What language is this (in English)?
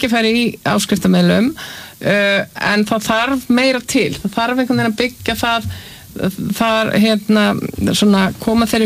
Icelandic